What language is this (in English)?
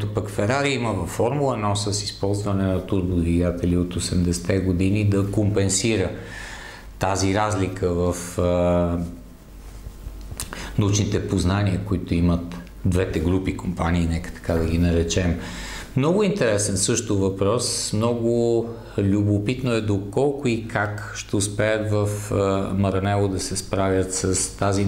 Bulgarian